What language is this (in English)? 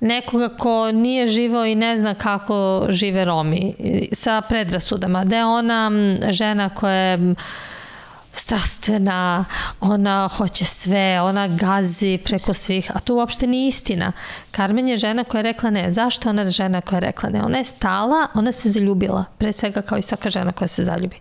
Serbian